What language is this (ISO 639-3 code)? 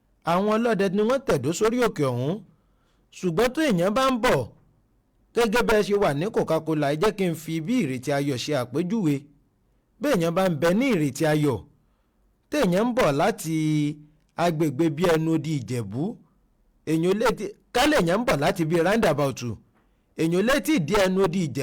yor